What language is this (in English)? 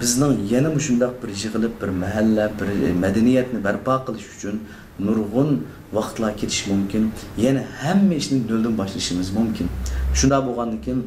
Uyghur